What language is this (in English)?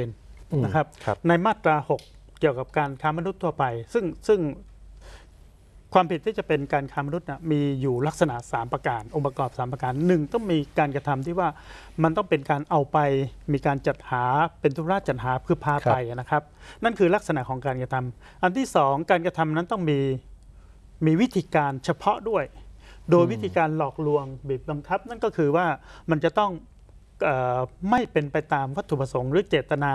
Thai